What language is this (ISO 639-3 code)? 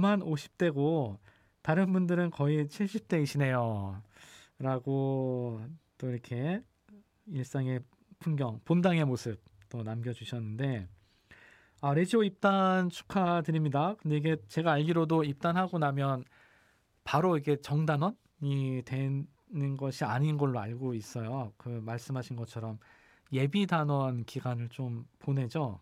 kor